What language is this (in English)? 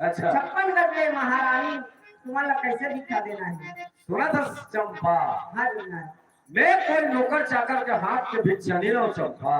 Chhattisgarhi